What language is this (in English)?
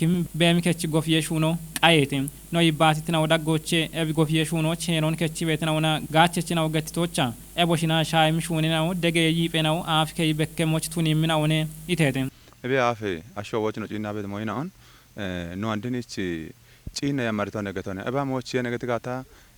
Kafa